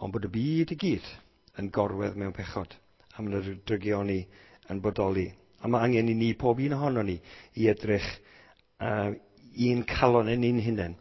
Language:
Welsh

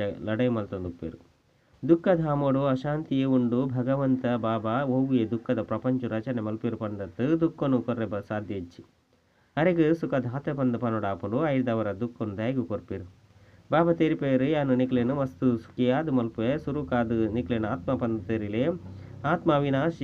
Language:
Tulu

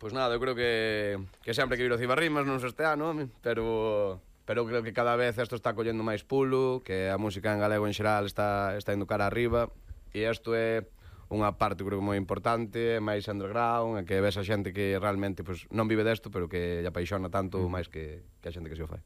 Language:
Galician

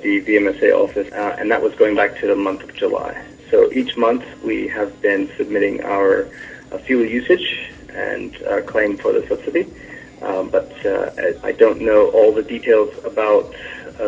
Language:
Bislama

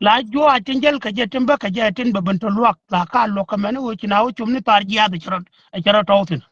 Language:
Nuer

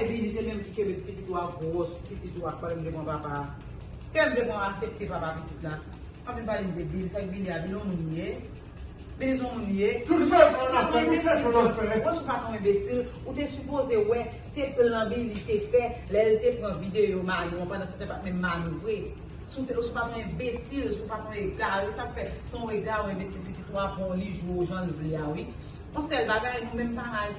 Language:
Haitian Creole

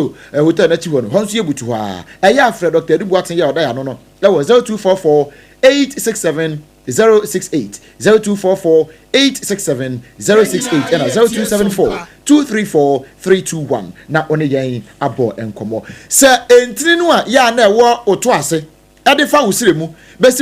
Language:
Akan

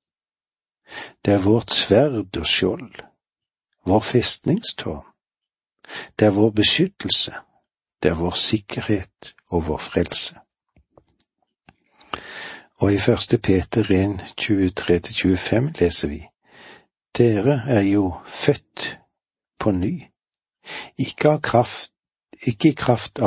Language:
Norwegian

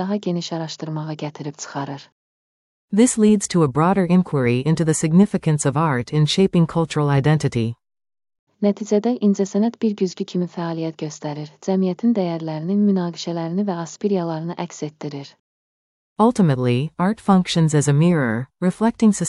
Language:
Azerbaijani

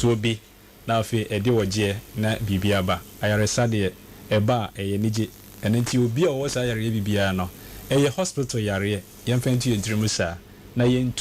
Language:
Akan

